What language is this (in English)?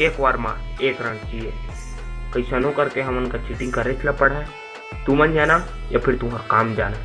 Chhattisgarhi